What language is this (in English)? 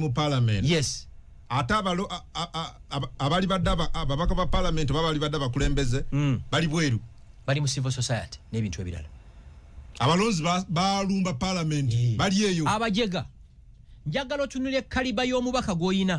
Ganda